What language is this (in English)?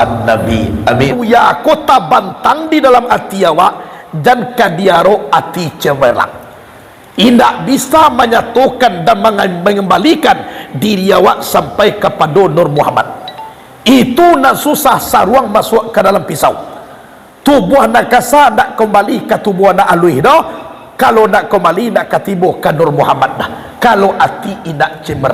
Minangkabau